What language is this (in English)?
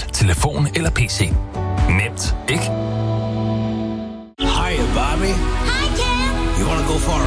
Danish